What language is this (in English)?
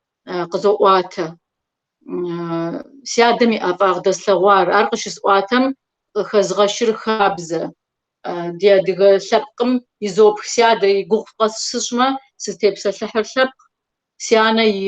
Kabardian